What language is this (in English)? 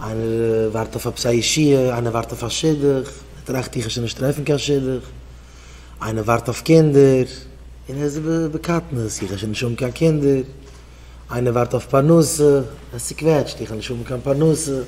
Yiddish